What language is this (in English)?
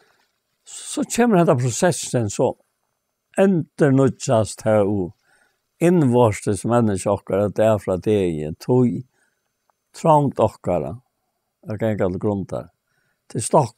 Faroese